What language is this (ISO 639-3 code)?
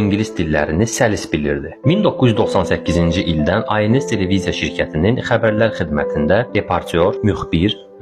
aze